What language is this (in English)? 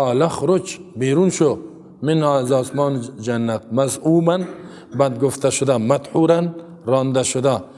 Persian